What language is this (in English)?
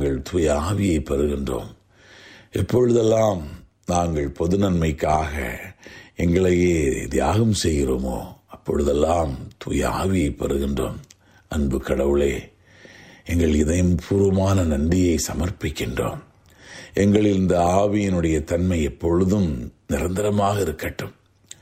Tamil